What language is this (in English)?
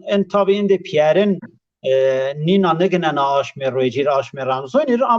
Zaza